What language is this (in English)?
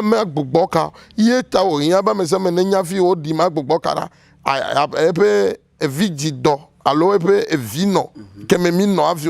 Ewe